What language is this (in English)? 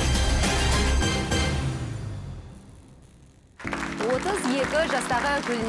Kazakh